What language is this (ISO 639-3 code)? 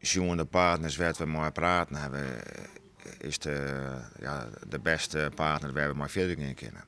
fry